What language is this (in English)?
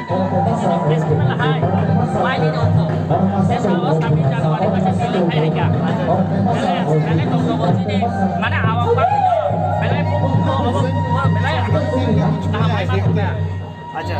Kok Borok